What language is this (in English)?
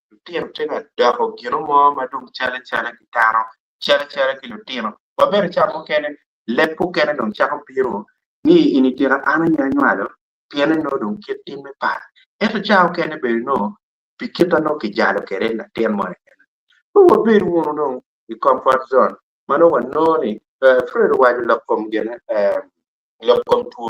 Acoli